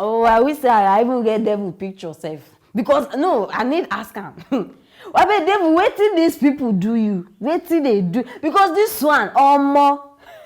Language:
Nigerian Pidgin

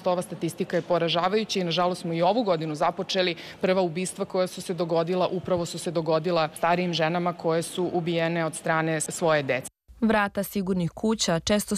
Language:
Serbian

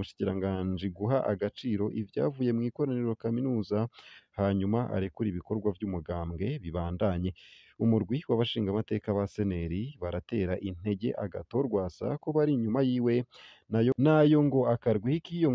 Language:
Rundi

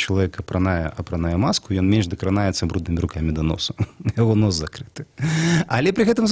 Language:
Belarusian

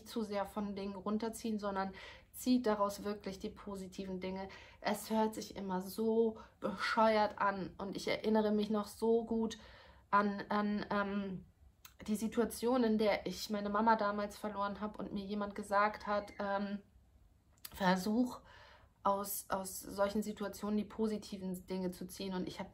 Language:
German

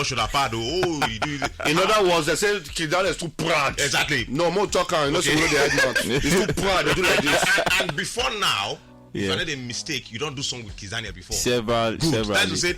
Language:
Nigerian Pidgin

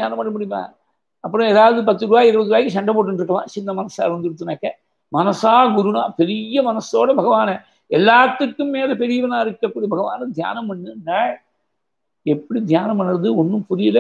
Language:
Tamil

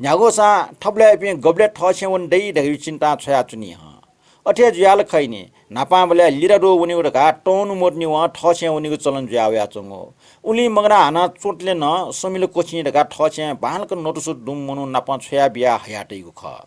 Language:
Newari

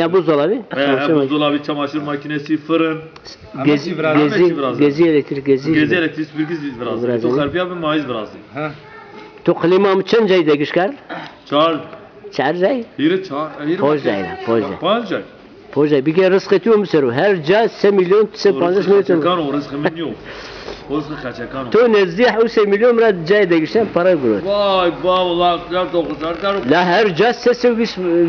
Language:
Zaza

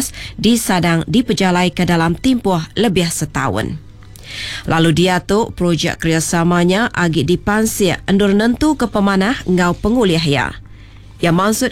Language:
Iban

